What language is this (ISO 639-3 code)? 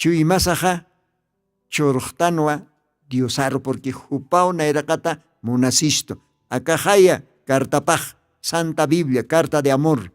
aym